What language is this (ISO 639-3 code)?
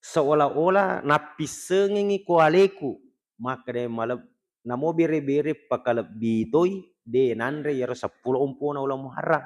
bug